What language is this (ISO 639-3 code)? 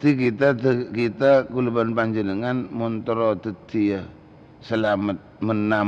mad